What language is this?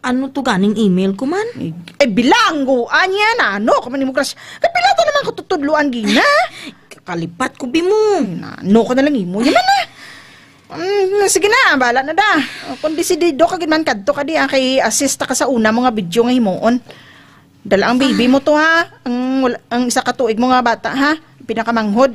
Hiligaynon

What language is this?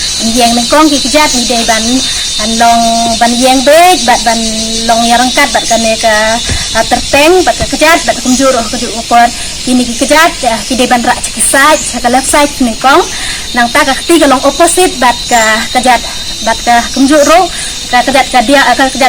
Khasi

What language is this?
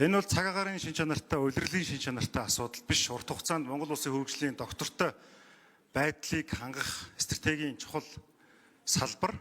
Mongolian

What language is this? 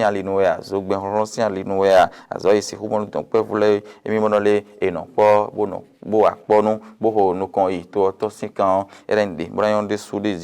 Fon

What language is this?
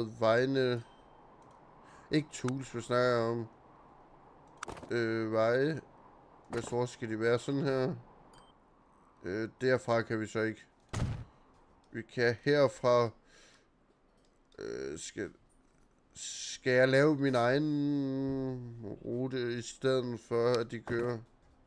Danish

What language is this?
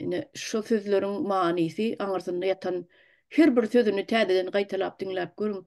Turkmen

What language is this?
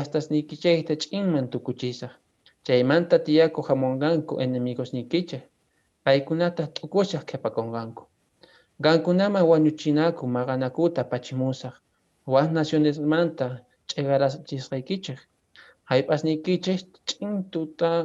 Quechua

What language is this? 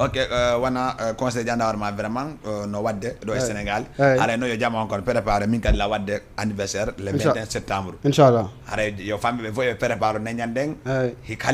Fula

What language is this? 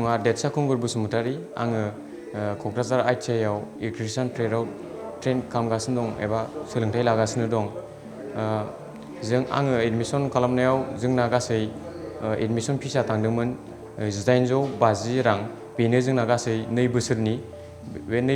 Bodo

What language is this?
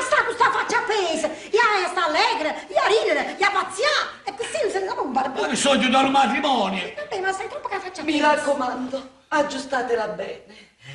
Neapolitan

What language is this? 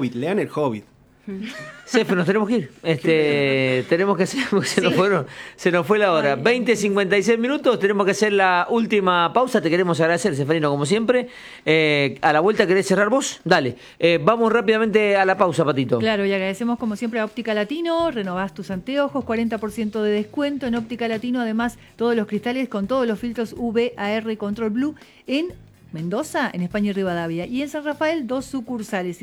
Spanish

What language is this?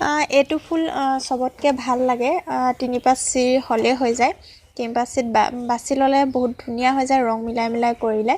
Assamese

